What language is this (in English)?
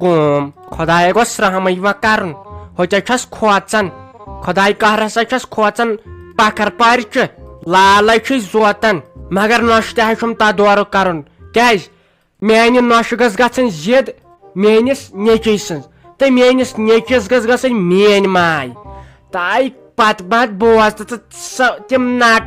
Kashmiri